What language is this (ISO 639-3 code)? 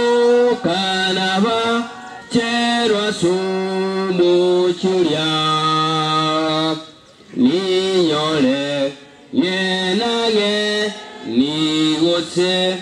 guz